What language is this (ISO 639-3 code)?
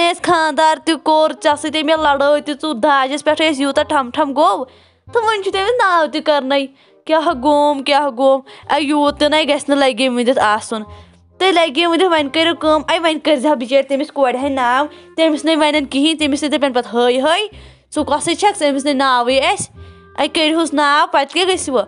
kas